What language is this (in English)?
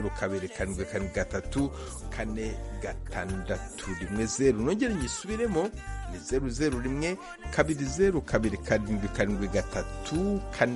Kinyarwanda